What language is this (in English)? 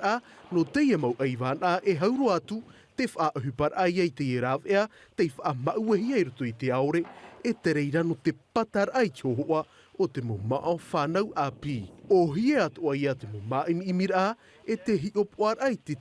Tahitian